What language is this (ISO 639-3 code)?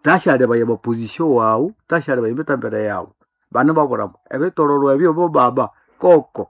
nnb